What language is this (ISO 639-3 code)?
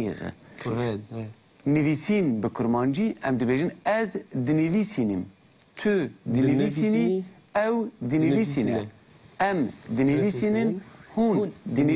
kur